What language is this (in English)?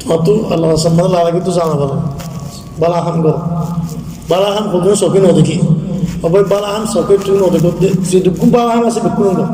Rohingya